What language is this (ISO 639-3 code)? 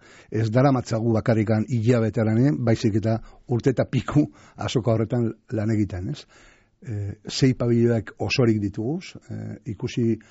eus